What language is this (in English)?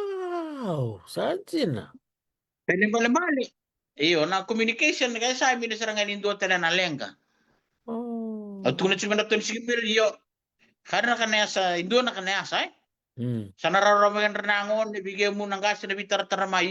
Fijian